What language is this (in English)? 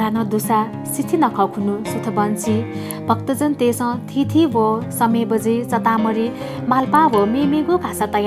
Newari